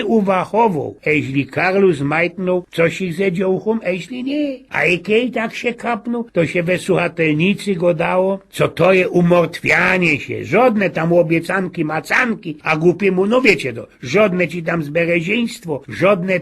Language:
Silesian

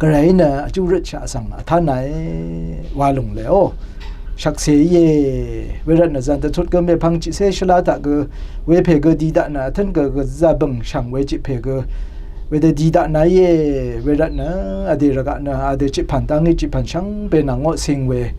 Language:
Rawang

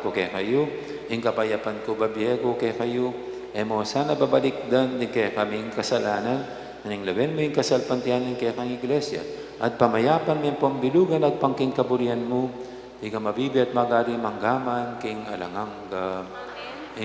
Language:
Pampanga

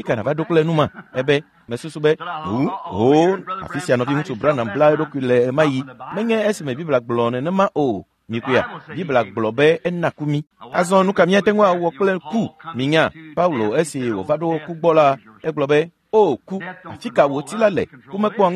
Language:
Ewe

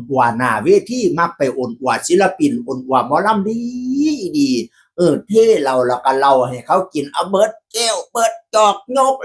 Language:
Northeastern Thai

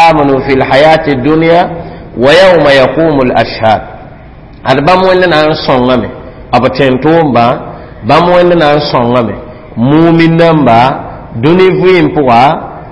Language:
Mossi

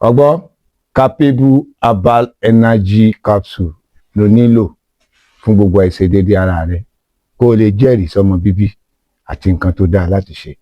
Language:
Yoruba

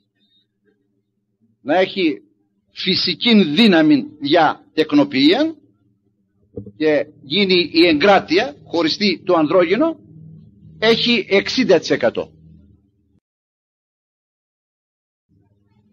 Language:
Greek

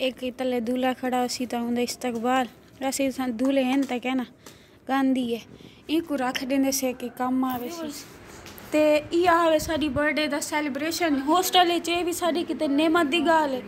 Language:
Saraiki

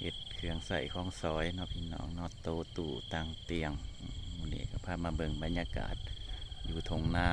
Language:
Lao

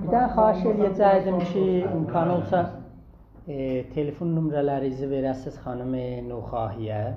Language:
South Azerbaijani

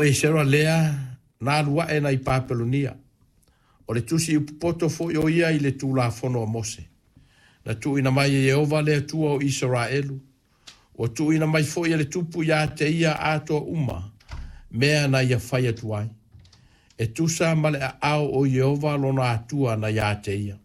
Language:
Samoan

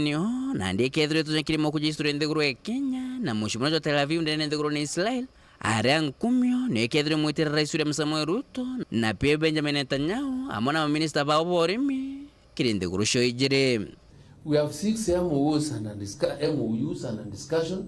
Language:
Meru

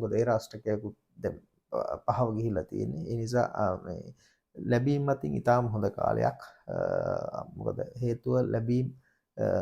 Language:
Sinhala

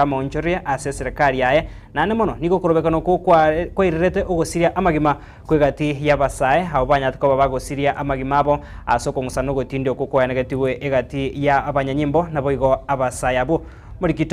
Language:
Gusii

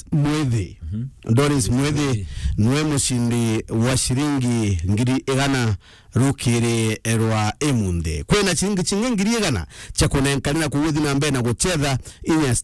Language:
Meru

